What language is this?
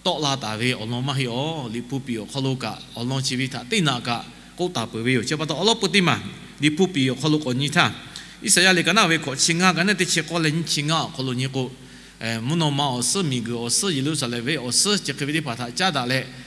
Lahu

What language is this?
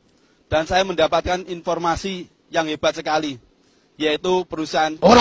Indonesian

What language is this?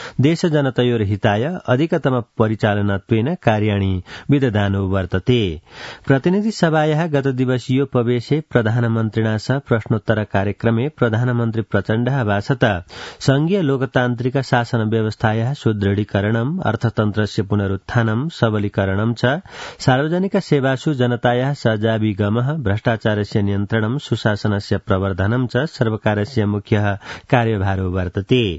Sanskrit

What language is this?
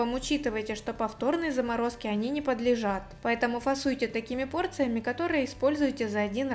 Russian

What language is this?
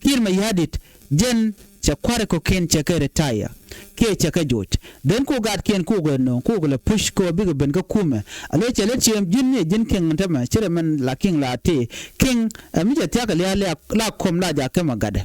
Nuer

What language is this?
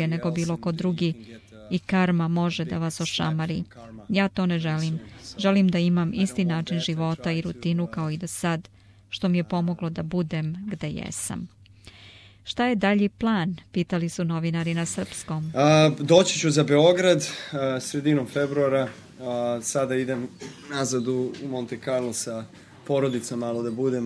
Serbian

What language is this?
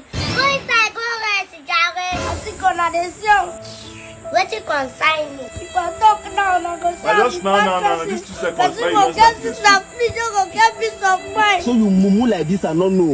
Nigerian Pidgin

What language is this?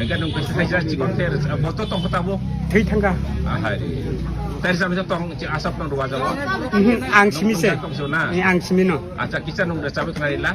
Kok Borok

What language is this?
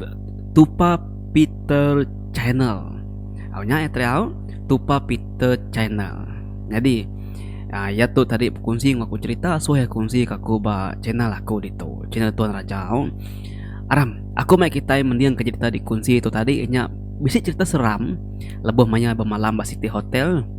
Iban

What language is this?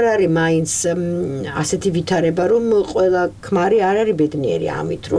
Georgian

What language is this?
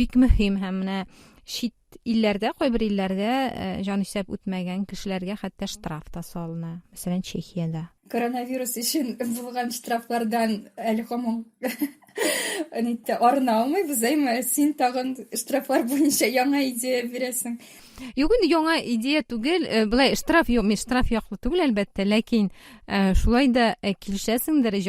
Tatar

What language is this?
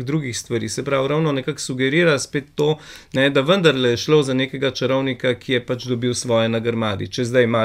Slovenian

